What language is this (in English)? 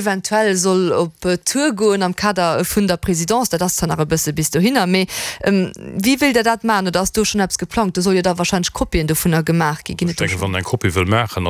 Luxembourgish